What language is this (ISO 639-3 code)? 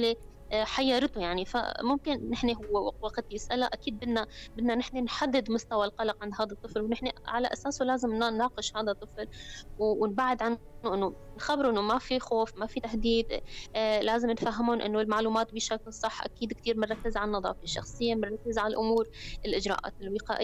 apc